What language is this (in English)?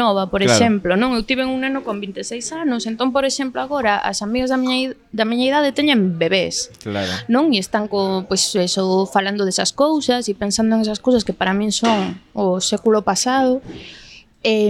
Galician